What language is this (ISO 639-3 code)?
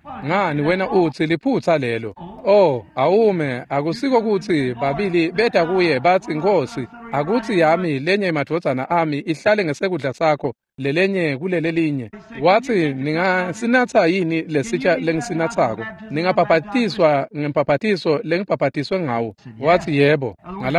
ssw